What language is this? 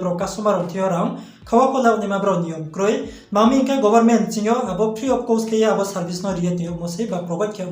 Riang (India)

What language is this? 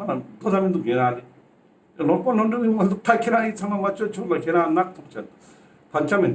Ladakhi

